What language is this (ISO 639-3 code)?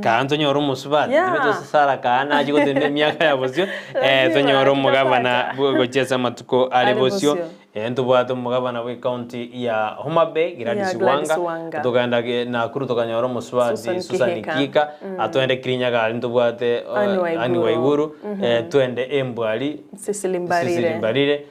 guz